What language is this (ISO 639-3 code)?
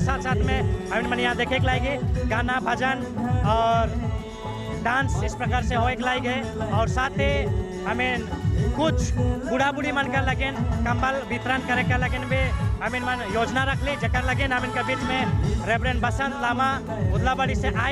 sck